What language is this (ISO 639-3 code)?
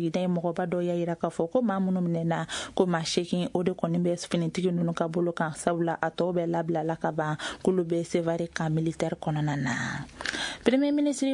bam